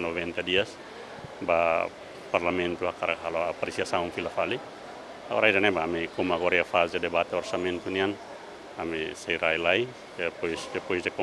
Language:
Tetum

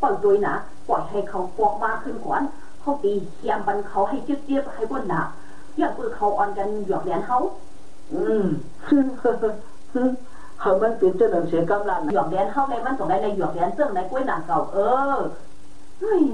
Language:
Shan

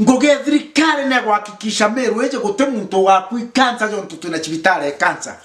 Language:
Meru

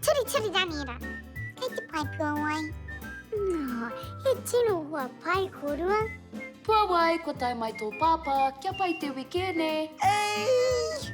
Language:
Māori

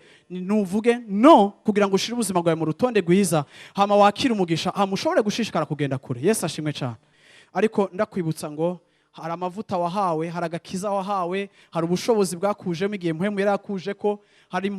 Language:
Rundi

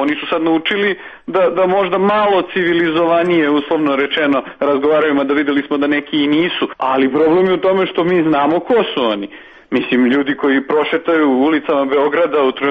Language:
Serbian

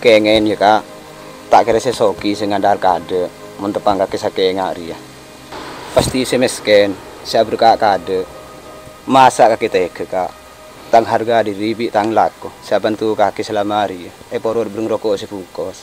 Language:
Madurese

